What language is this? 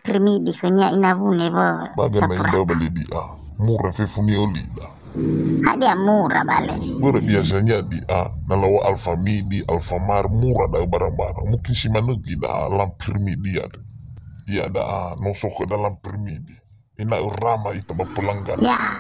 Nias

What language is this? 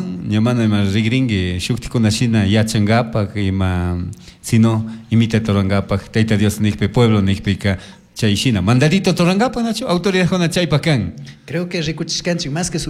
Chimborazo Highland Quichua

